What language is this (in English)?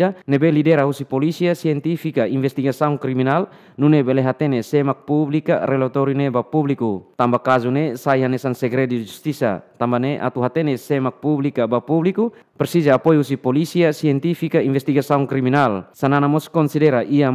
Tetum